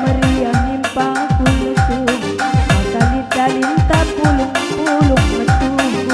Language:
Batak Karo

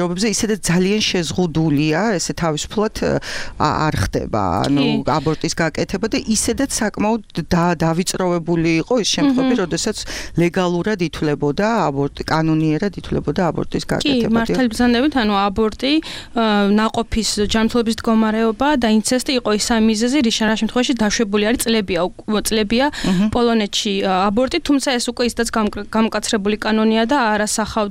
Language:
Georgian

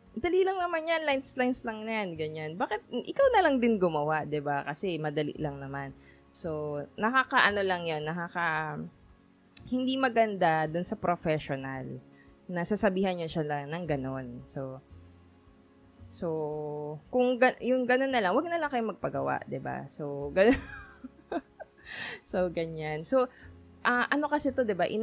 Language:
Filipino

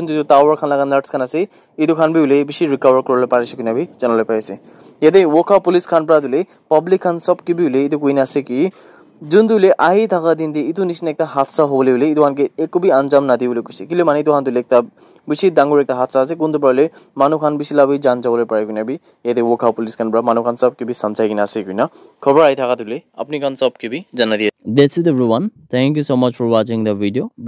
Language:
Naga Pidgin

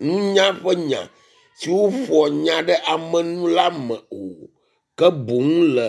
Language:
Ewe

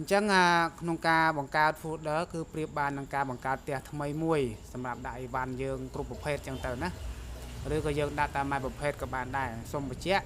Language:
Khmer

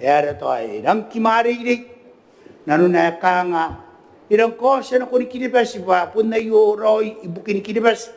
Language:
Gilbertese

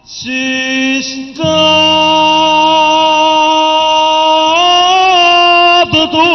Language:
Neapolitan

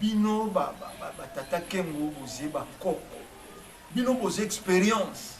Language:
Lingala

